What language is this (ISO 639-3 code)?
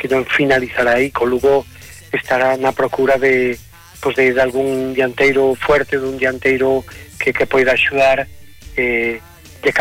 glg